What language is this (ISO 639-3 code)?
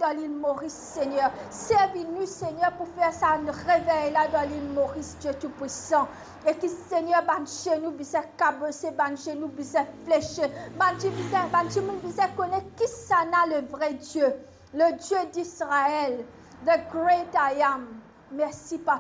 mfe